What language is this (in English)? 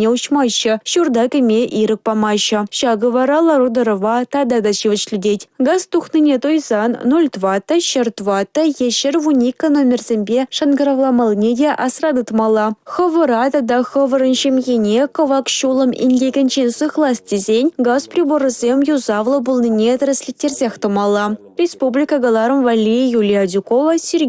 Chuvash